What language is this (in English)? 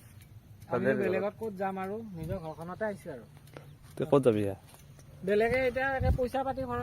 Assamese